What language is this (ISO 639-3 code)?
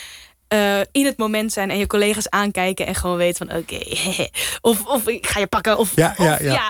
nld